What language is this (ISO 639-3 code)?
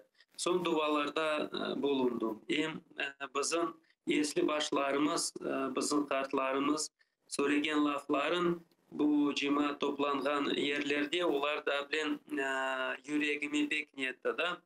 crh